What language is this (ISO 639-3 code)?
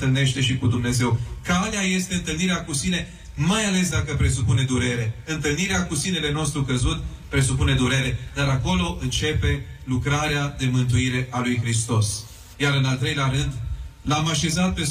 ron